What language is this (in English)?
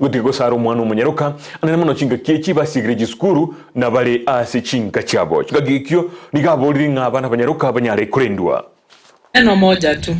Gusii